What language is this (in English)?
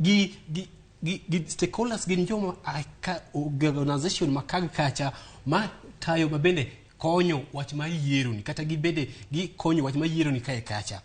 Luo (Kenya and Tanzania)